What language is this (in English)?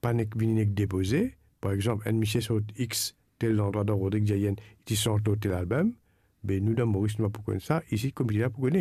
Morisyen